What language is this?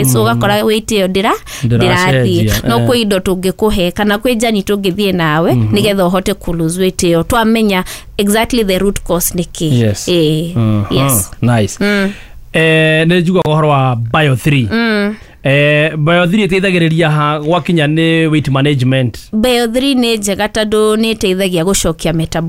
Kikuyu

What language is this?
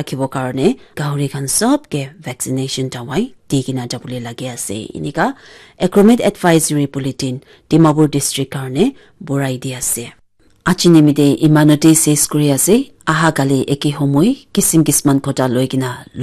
Naga Pidgin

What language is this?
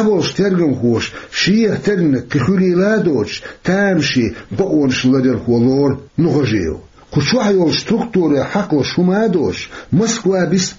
Chechen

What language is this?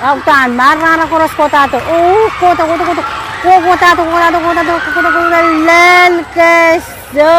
Pohnpeian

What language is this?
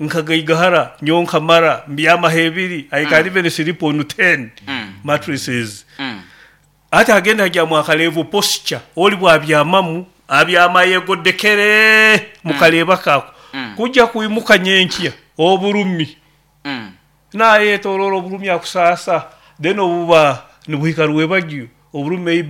Nyoro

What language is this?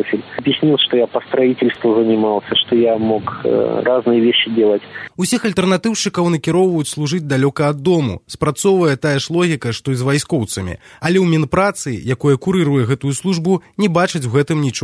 Belarusian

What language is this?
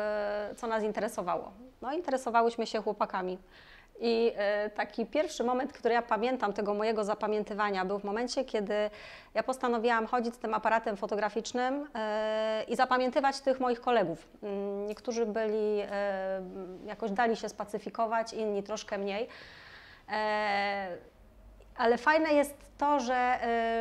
Polish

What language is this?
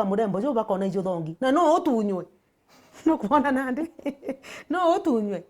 Meru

